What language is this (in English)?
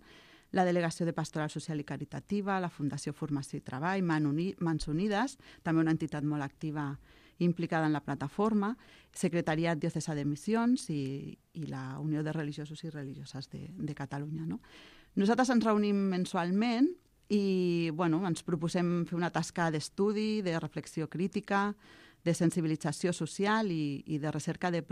Catalan